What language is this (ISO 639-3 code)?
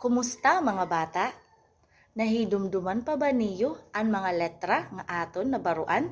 war